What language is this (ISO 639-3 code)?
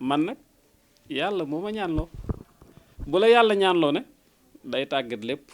wol